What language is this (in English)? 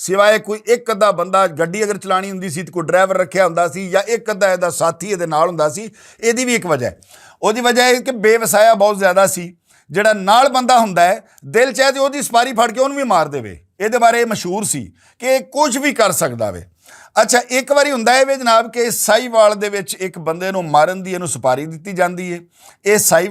Western Panjabi